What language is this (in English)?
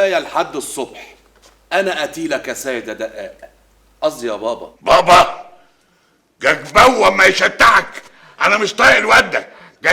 Egyptian Arabic